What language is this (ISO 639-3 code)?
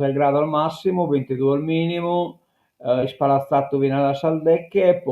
srd